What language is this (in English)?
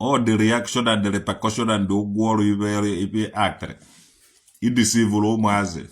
Igbo